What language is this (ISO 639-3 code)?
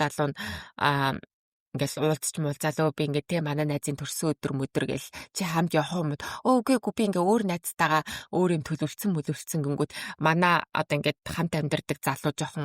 mon